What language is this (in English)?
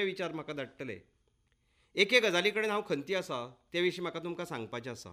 Konkani